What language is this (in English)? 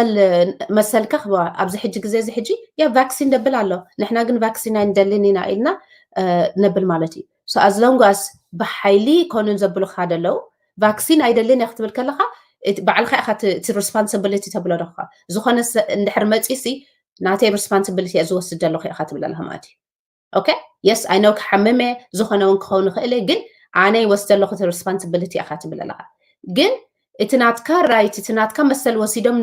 Tigrinya